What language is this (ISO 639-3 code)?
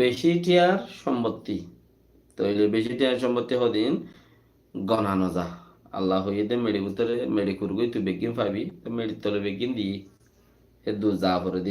rhg